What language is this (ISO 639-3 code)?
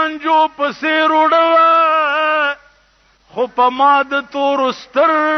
pus